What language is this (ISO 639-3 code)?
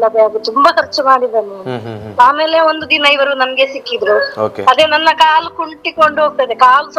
kan